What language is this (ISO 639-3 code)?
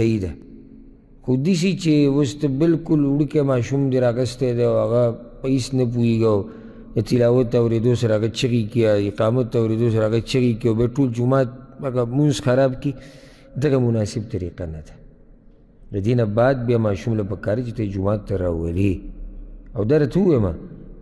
pus